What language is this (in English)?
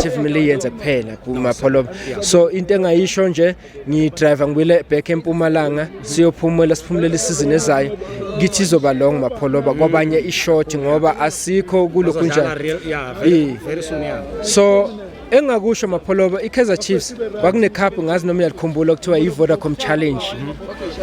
Zulu